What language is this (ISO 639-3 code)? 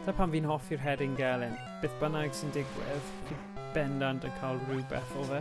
cym